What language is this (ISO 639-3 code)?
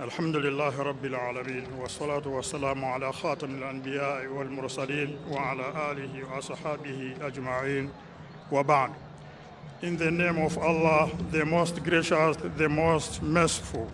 nya